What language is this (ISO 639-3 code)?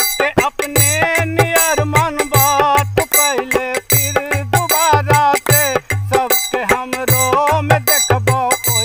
bho